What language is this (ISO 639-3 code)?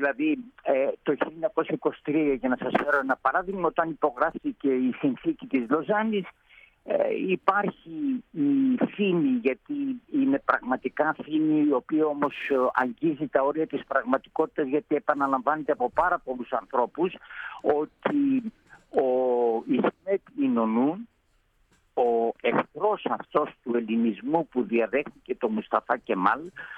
ell